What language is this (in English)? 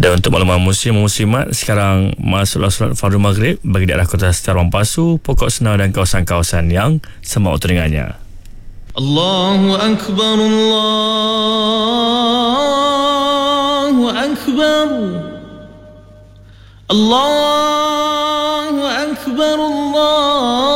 Malay